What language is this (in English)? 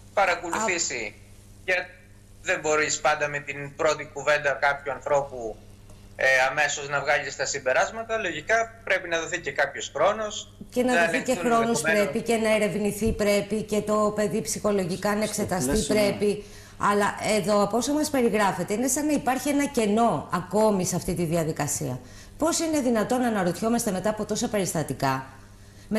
Greek